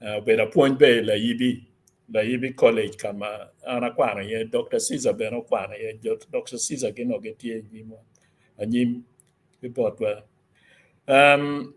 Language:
Acoli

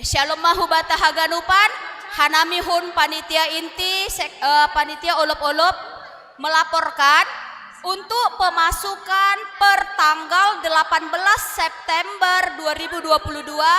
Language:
Batak Simalungun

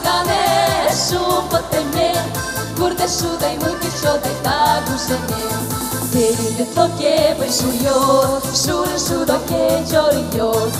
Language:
Udmurt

